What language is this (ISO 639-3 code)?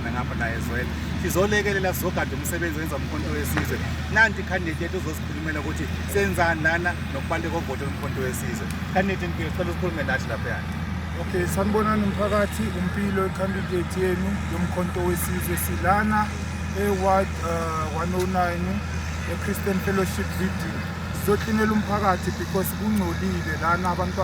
zul